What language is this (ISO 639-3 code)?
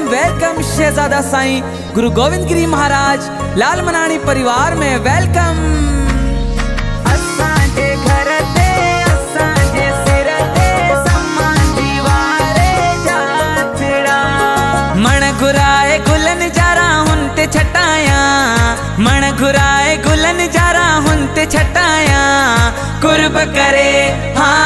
snd